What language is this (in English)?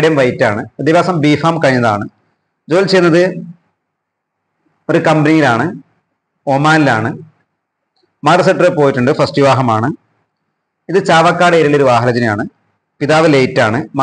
Malayalam